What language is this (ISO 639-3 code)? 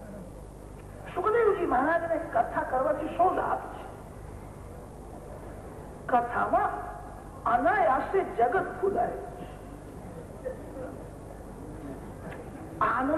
guj